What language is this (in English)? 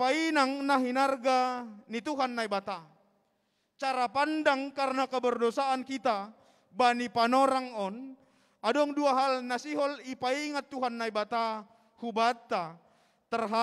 Batak Simalungun